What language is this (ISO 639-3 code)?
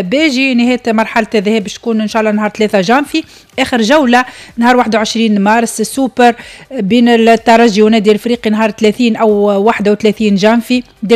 aeb